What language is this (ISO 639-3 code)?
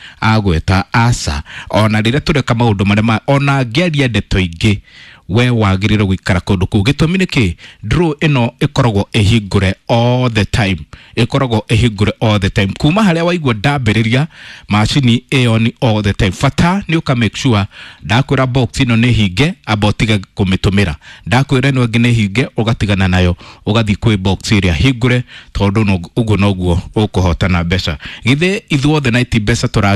kik